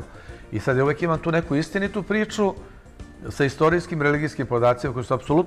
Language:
Serbian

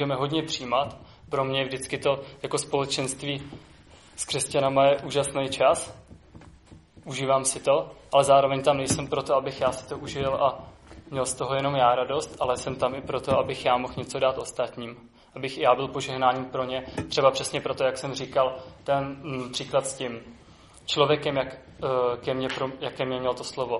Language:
Czech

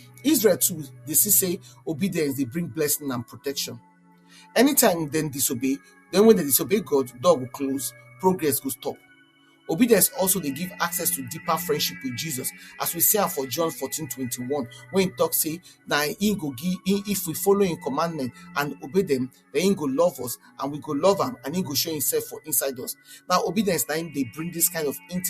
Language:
Nigerian Pidgin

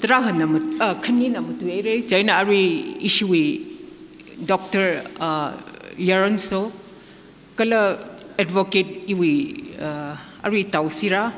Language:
Tangkhul Naga (India)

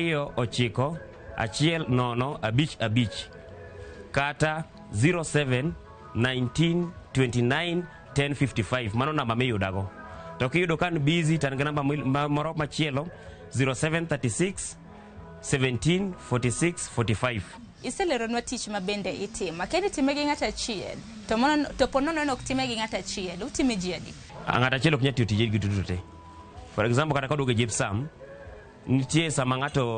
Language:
Luo (Kenya and Tanzania)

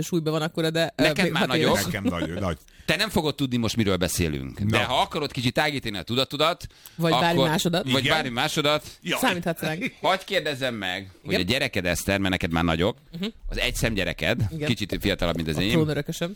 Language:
Hungarian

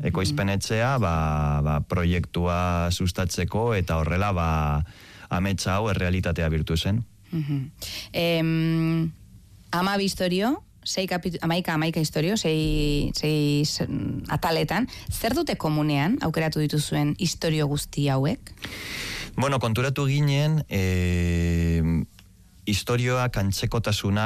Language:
Basque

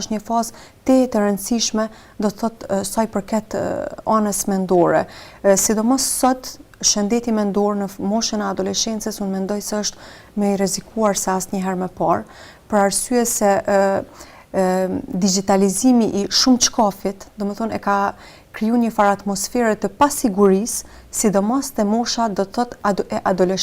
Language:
Albanian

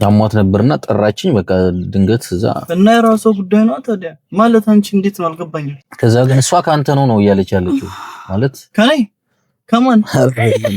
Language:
Amharic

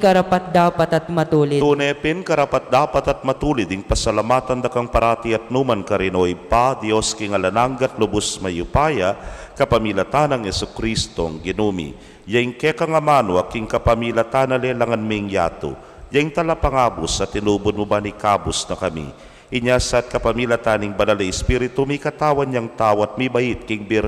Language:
Pampanga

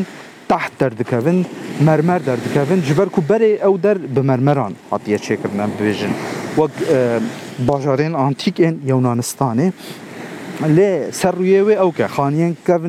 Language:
Kurdish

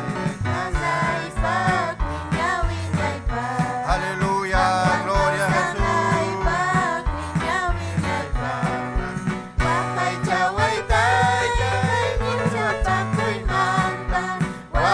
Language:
Ayacucho Quechua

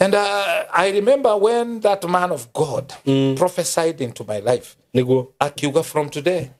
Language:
Kikuyu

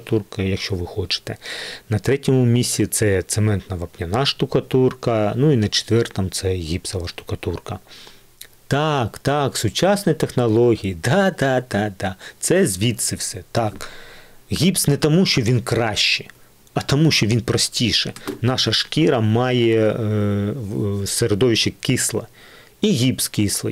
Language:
Ukrainian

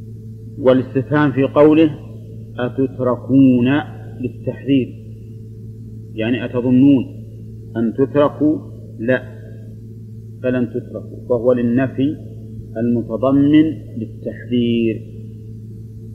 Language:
Arabic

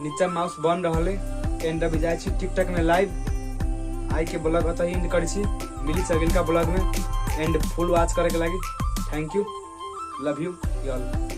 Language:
Maithili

